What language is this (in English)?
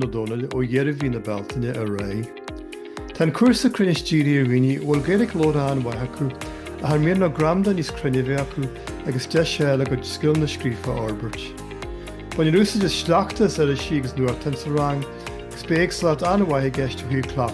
Irish